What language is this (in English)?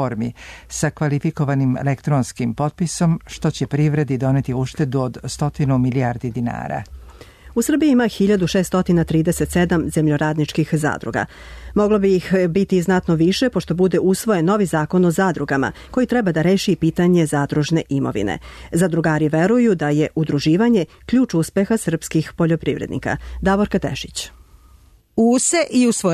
Serbian